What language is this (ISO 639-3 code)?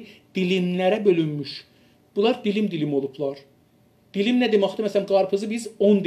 azb